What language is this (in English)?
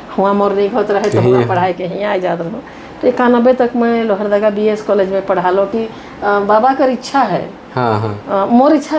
Sadri